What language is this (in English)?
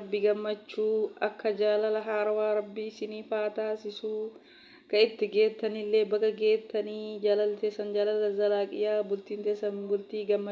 Oromo